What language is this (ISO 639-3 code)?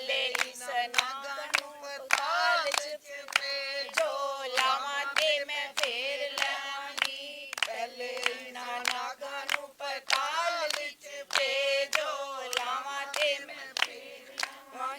doi